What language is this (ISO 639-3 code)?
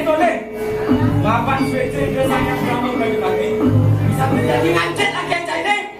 ban